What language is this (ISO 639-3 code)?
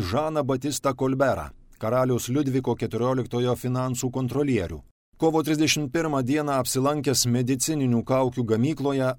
lit